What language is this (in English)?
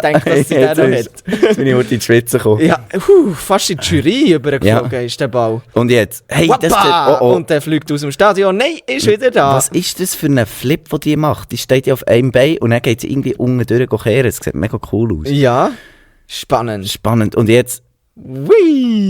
Swiss German